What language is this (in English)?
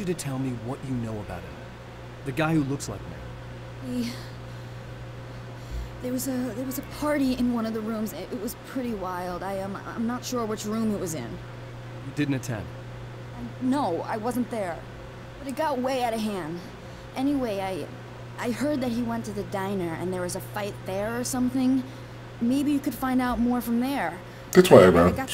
Danish